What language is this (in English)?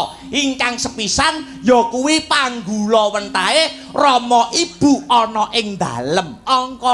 Javanese